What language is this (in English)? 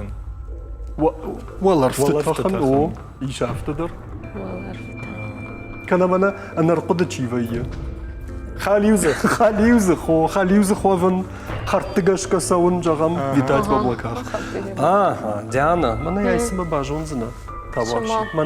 Ossetic